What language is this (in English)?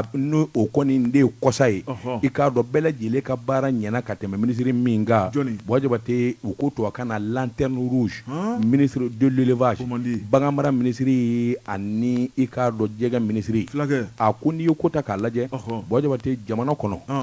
Bambara